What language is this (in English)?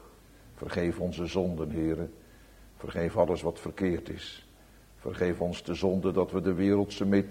Dutch